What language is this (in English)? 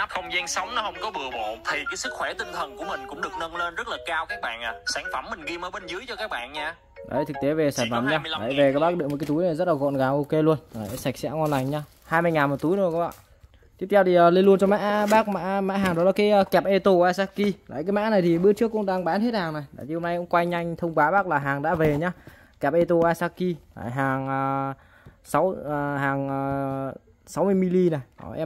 Vietnamese